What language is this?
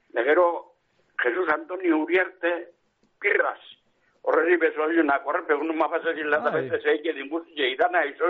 Basque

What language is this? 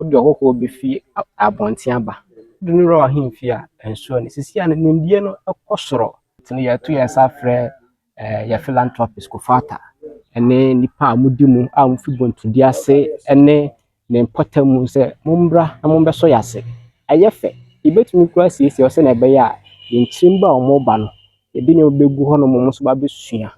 Akan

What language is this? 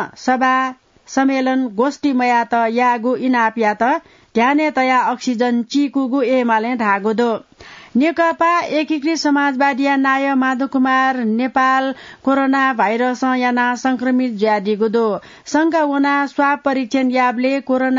Newari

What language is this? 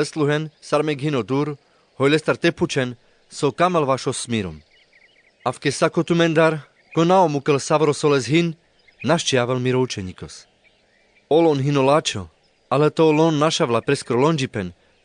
Carpathian Romani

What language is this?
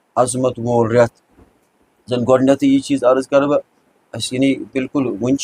Kashmiri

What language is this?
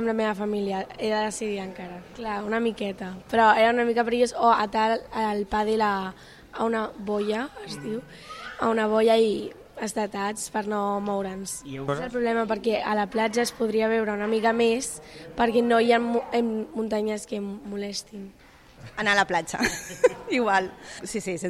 Catalan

